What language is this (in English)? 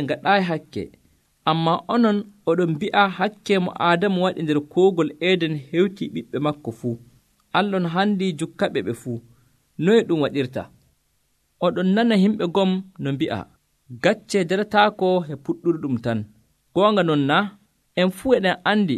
Nigerian Fulfulde